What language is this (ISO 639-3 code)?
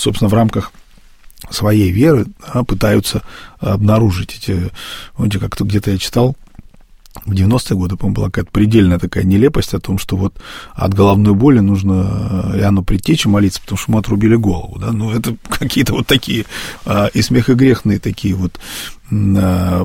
rus